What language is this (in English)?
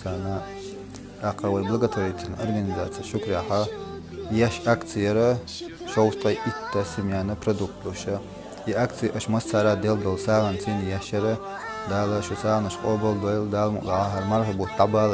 Chechen